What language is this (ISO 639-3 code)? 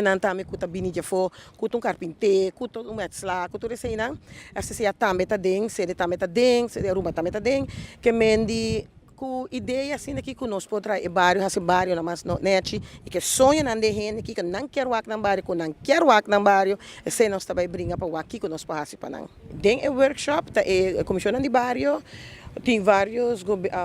pap